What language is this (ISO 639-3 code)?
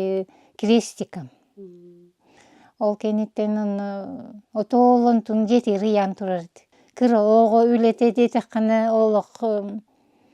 sah